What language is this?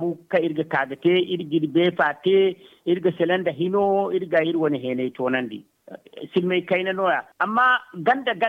Zarma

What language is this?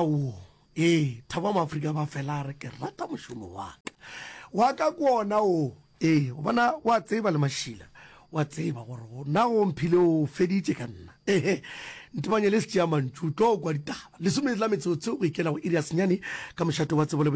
Northern Sotho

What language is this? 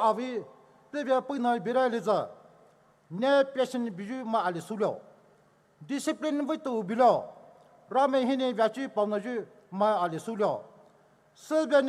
Poumei Naga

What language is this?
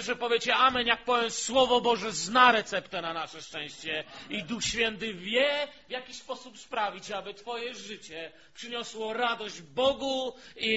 Polish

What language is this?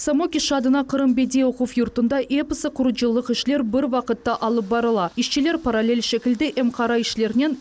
Crimean Tatar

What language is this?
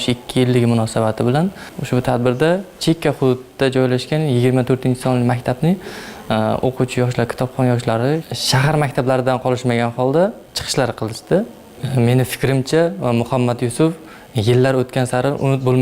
Uzbek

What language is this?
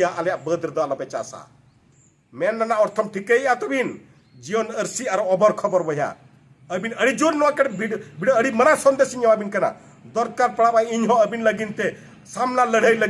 Santali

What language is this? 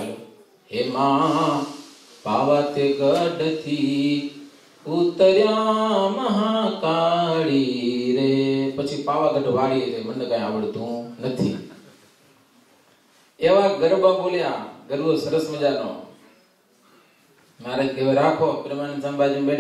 Gujarati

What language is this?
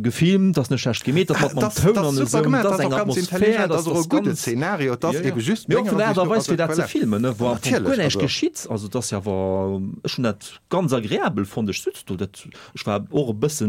Luxembourgish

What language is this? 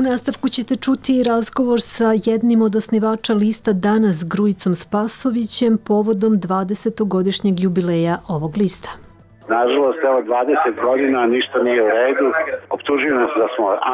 Serbian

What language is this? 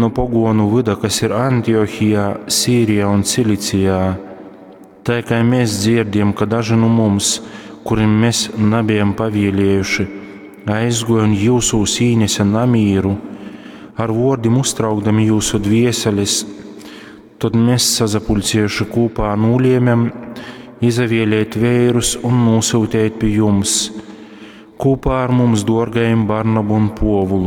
Latgalian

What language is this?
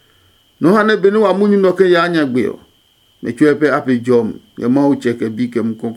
Adangme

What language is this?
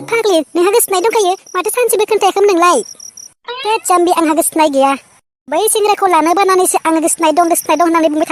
Bodo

